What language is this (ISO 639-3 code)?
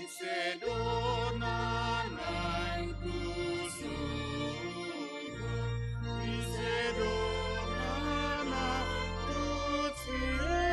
bbc